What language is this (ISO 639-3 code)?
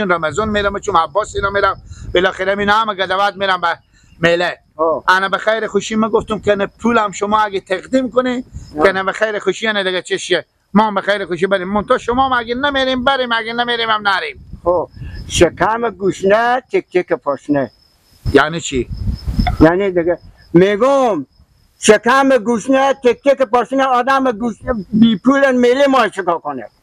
haz